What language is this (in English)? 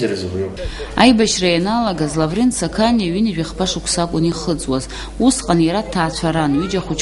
Abkhazian